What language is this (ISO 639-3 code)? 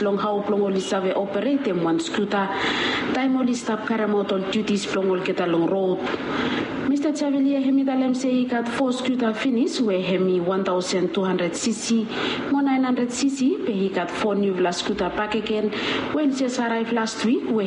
bis